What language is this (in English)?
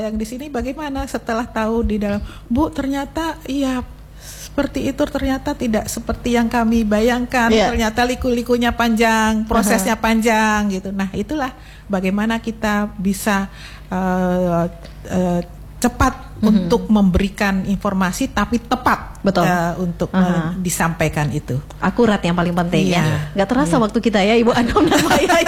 Indonesian